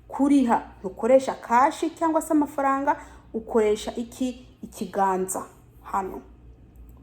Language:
Rundi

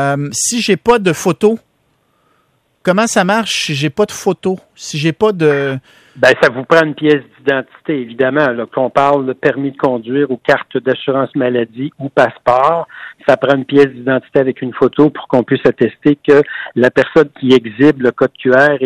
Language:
French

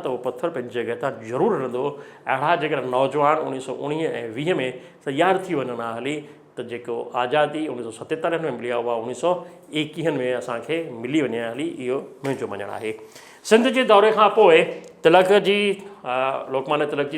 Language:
Sindhi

